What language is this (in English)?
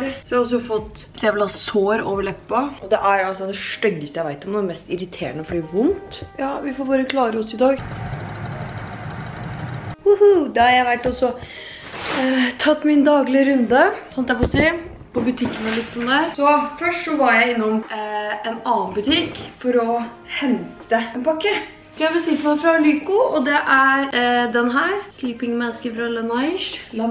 Norwegian